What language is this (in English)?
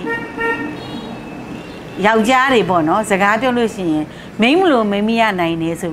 Burmese